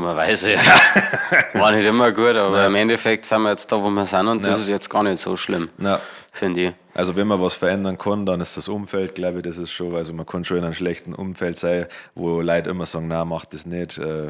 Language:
Bavarian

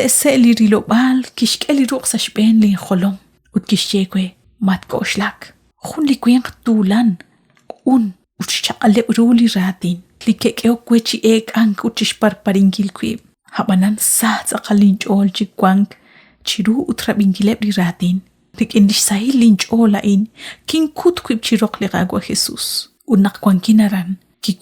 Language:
Kekchí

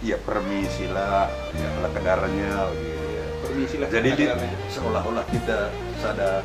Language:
Batak Karo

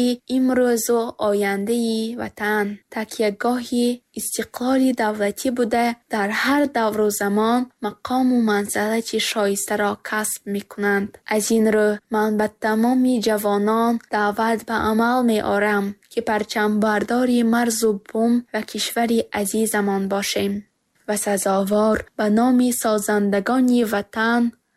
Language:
Tajik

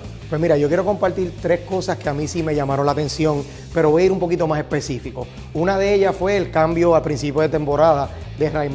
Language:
Spanish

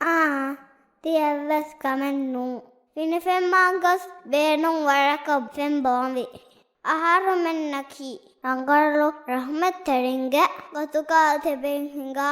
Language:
Divehi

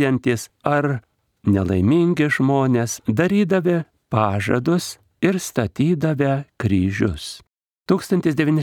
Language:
Lithuanian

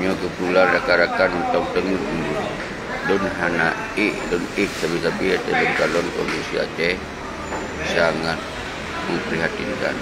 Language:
Achinese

